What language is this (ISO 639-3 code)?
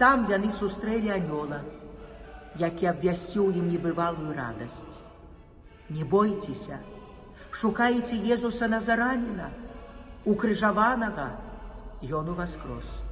bel